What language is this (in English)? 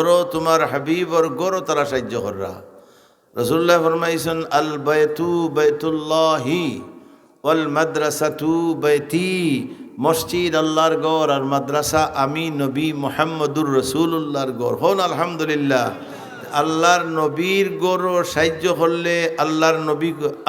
Sylheti